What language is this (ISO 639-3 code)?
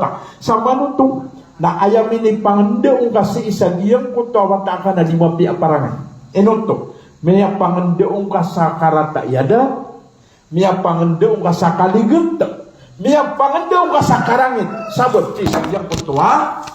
mrw